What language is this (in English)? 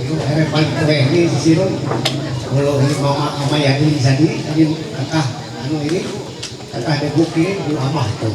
Ma'anyan